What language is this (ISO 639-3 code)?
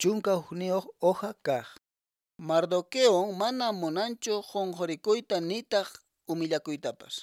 que